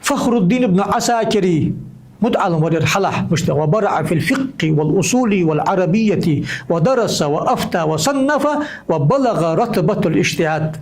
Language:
Ingush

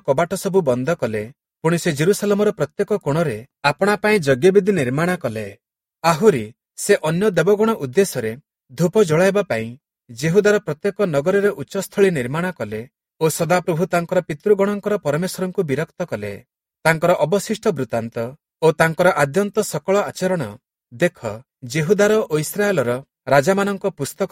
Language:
Odia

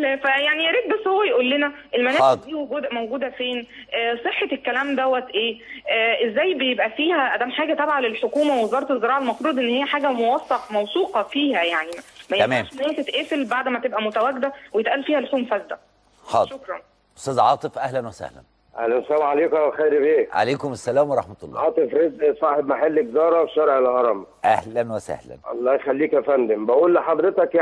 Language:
Egyptian Arabic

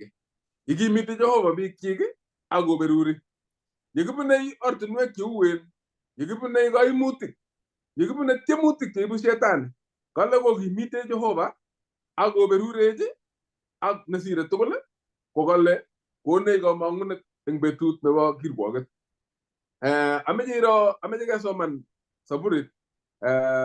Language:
Kalenjin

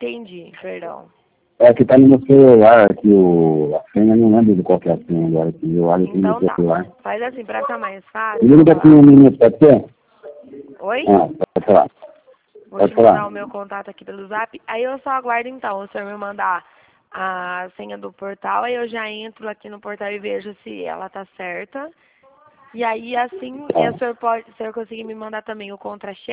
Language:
Portuguese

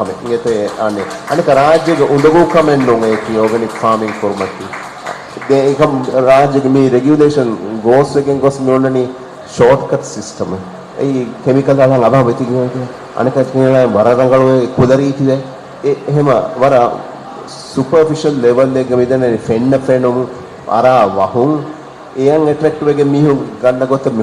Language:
Divehi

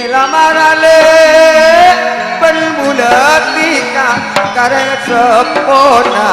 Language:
Madurese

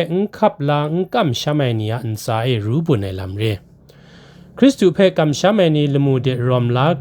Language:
Kachin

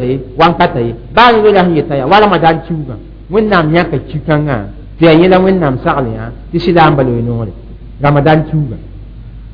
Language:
Mossi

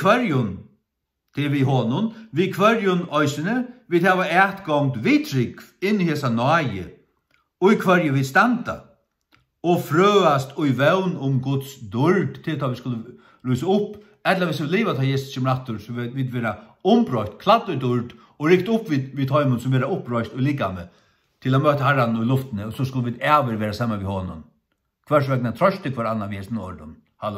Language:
Faroese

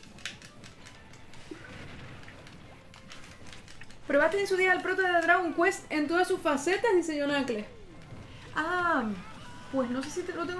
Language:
Spanish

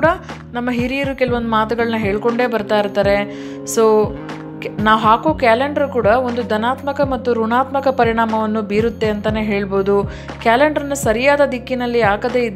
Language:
Kannada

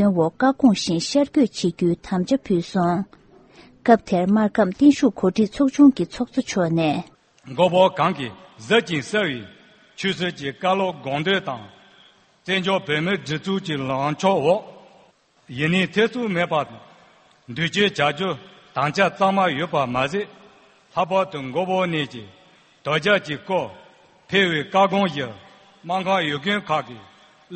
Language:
Tibetan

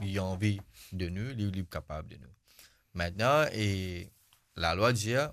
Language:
Morisyen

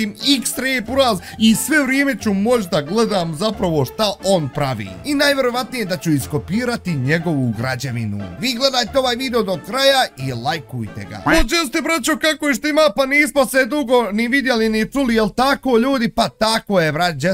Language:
Bosnian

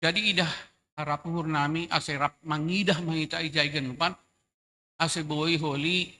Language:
Batak Simalungun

